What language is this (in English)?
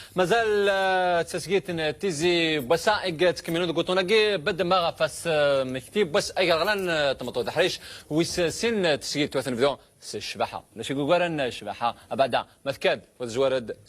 Kabyle